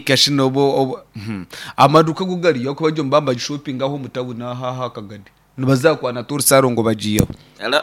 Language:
Nyankole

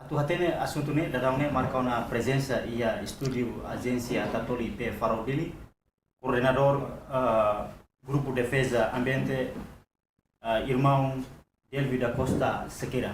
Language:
Tetum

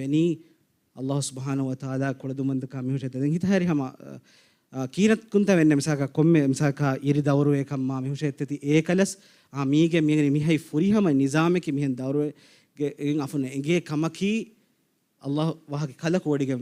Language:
Divehi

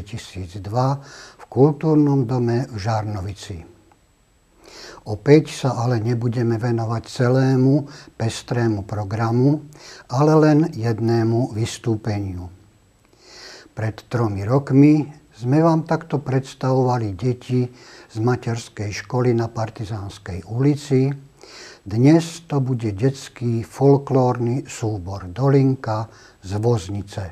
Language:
Slovak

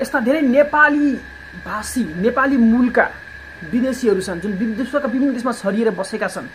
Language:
Nepali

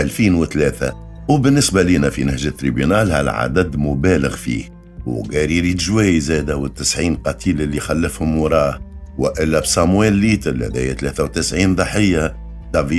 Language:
Tunisian Arabic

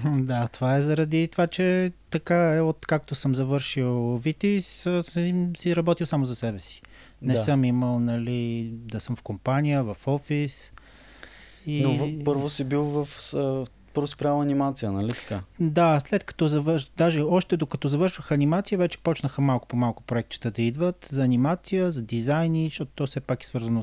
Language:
Bulgarian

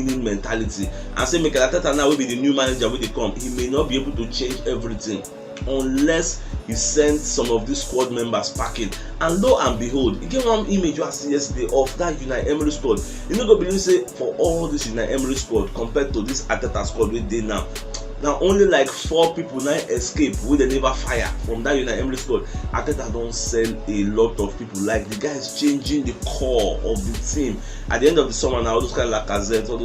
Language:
Nigerian Pidgin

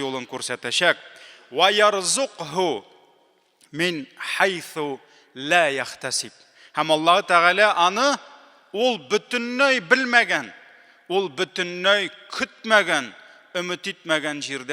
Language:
Tatar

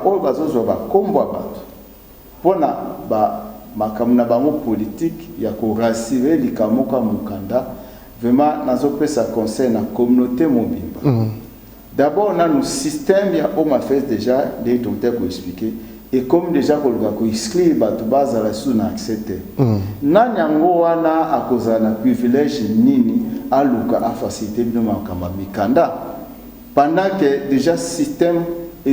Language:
Lingala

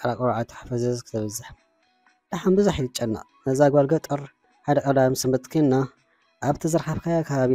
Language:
Tigrinya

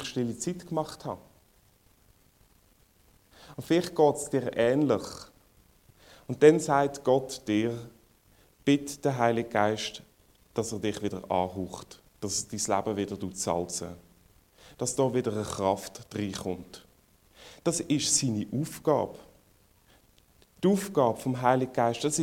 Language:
German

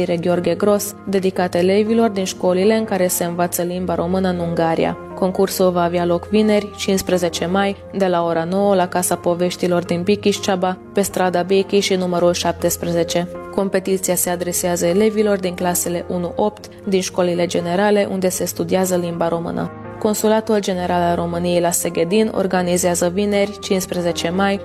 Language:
Romanian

